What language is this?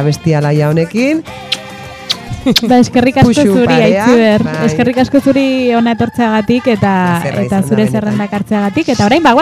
Basque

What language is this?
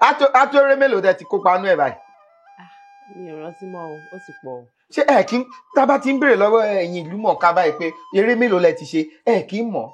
Yoruba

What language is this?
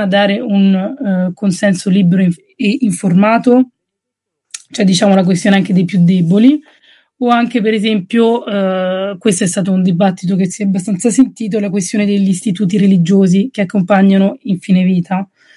Italian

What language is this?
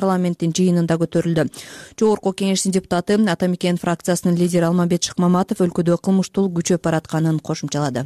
Kyrgyz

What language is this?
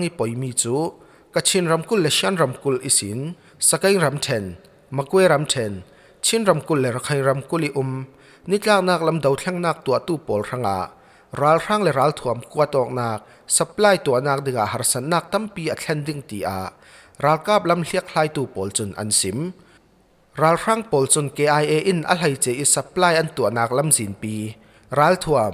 Falam Chin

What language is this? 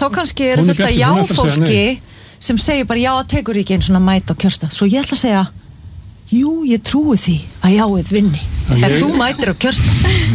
Icelandic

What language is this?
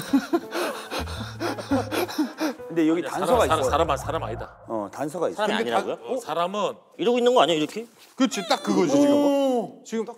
Korean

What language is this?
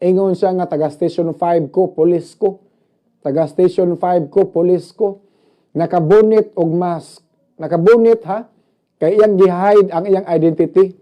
Cebuano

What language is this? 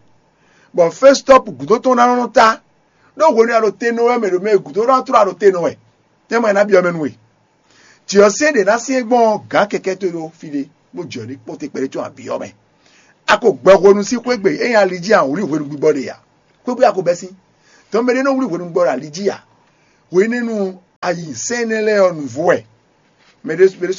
Fon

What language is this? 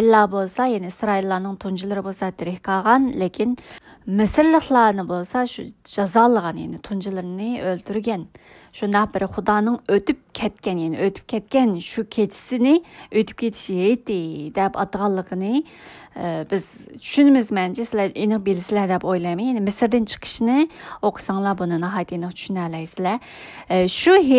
Uyghur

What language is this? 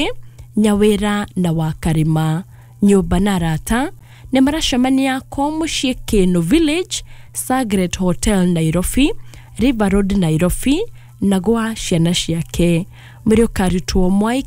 Kikuyu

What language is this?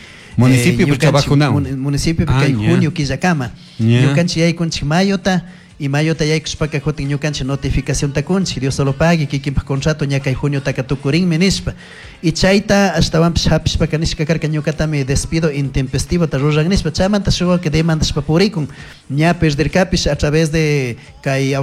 Chimborazo Highland Quichua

